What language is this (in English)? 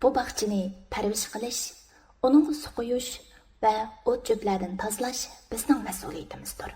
Uyghur